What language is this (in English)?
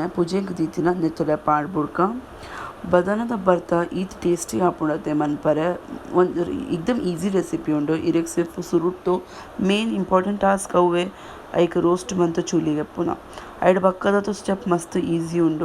Tulu